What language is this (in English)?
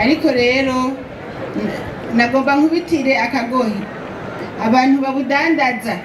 Rundi